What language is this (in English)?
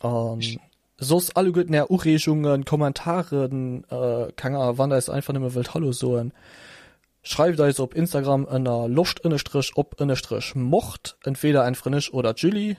Luxembourgish